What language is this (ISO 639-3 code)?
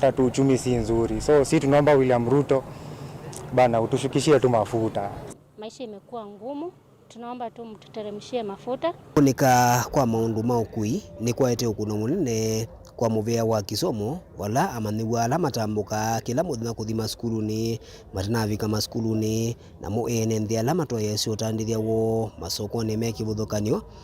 kam